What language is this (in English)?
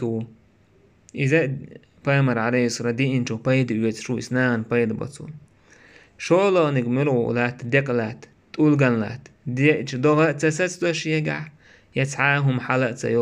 Chechen